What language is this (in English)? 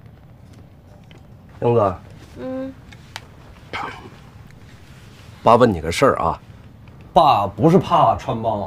Chinese